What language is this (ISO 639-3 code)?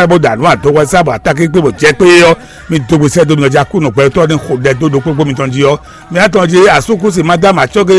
fon